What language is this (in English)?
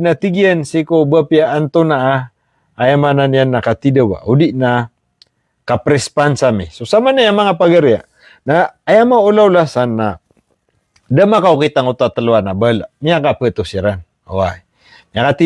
Maranao